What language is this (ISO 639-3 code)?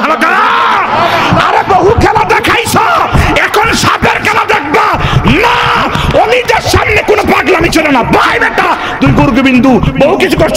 ben